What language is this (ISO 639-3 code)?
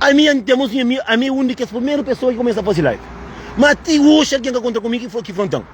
kea